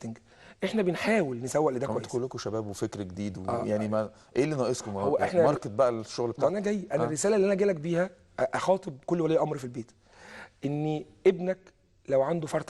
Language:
Egyptian Arabic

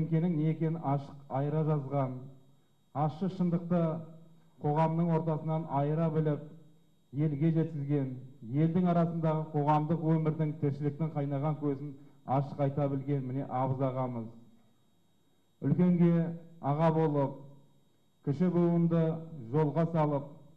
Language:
Kazakh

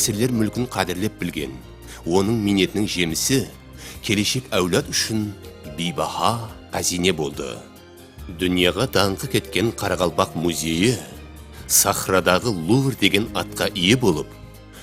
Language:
Kara-Kalpak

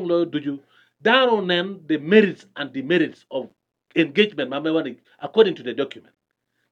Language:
Acoli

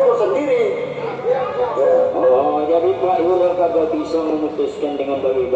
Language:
Betawi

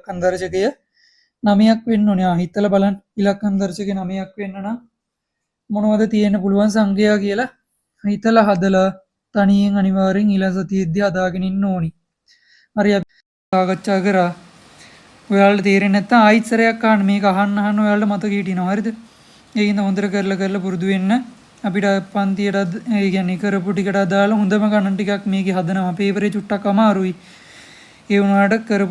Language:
Sinhala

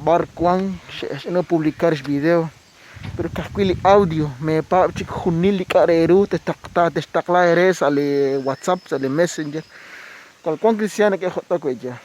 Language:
Kekchí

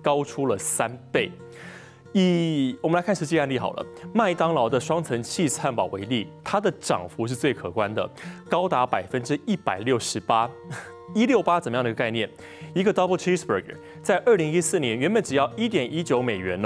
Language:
Chinese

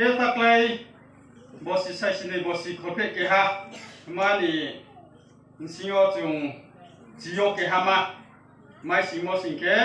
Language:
Riang (India)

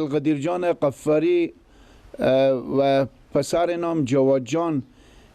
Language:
Persian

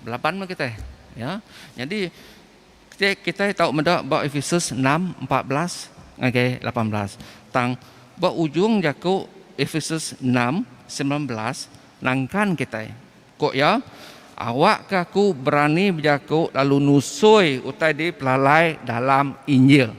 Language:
Iban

